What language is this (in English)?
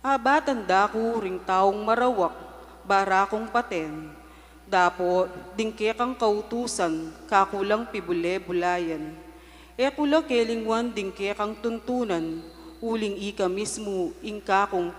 Pampanga